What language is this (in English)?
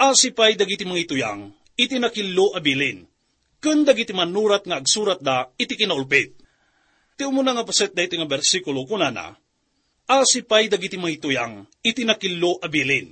Iloko